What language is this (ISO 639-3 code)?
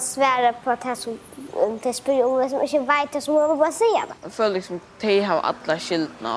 fao